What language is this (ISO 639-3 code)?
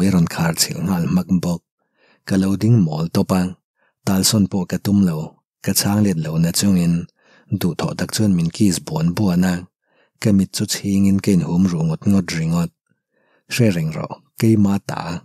lus